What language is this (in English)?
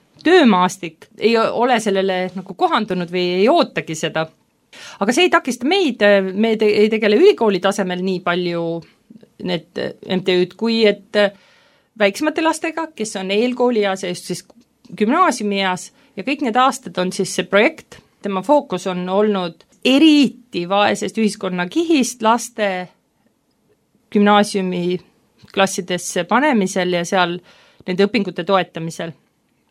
Estonian